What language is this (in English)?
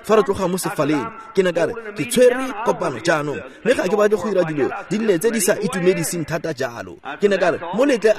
Tswana